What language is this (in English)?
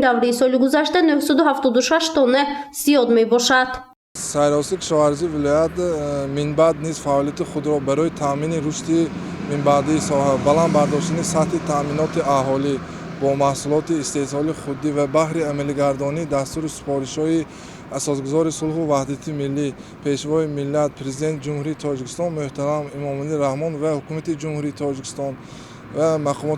Tajik